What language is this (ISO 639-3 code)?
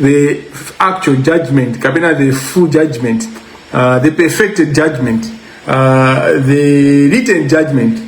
nya